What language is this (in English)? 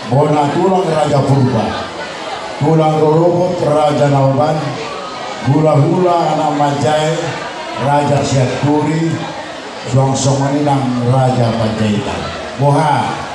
Batak Toba